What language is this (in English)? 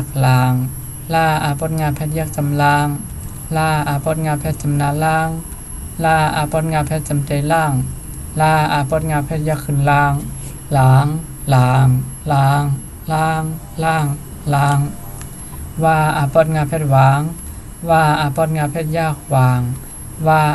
Shan